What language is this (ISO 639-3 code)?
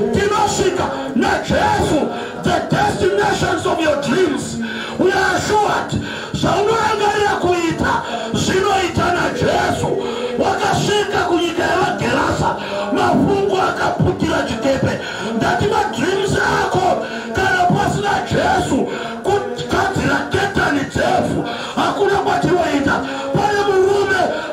sna